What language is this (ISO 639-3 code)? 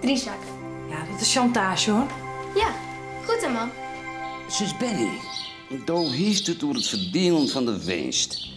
fry